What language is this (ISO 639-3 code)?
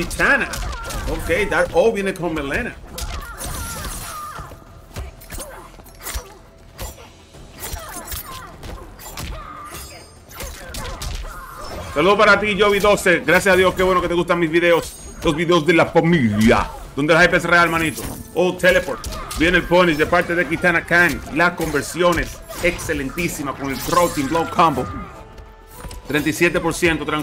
spa